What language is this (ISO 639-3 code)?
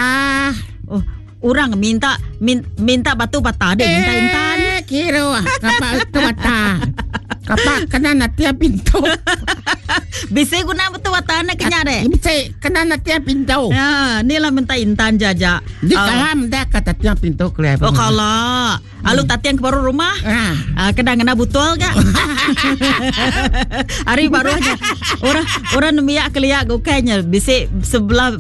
msa